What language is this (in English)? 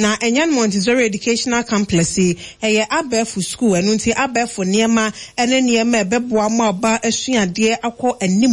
Akan